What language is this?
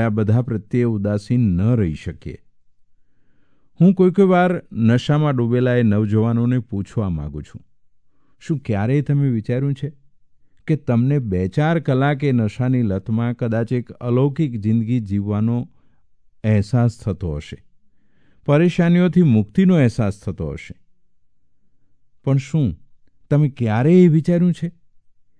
Gujarati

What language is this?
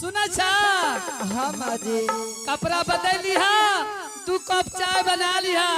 Angika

